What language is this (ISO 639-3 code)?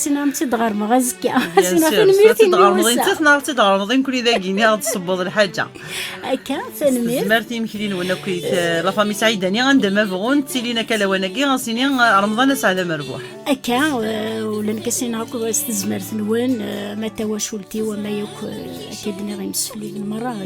kab